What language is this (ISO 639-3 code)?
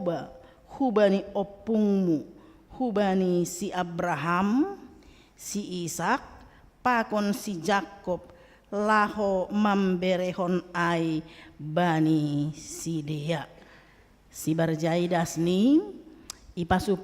bts